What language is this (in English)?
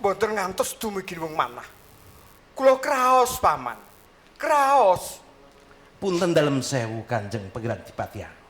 Javanese